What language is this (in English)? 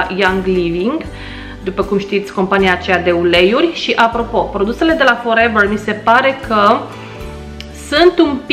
Romanian